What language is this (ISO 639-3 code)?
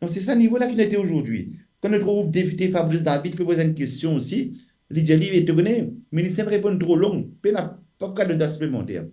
mfe